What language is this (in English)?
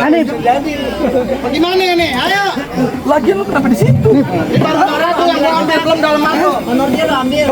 Betawi